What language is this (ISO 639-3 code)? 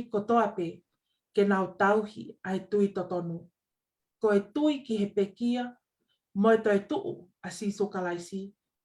ton